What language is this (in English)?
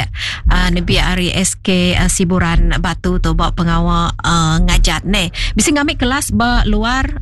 Iban